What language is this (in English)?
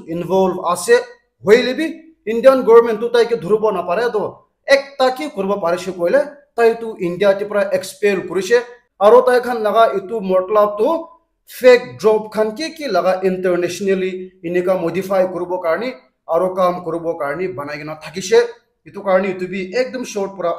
Naga Pidgin